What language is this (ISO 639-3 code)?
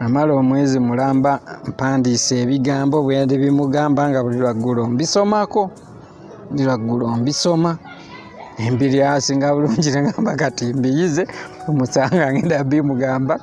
lug